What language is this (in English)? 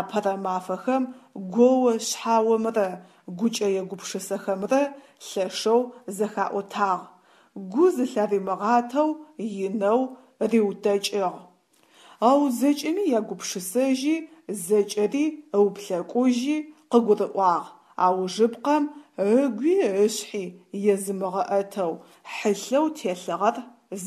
Adyghe